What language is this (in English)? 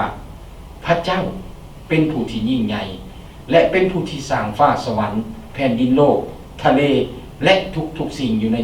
Lao